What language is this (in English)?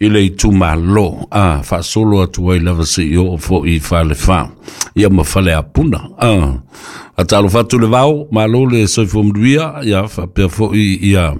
Samoan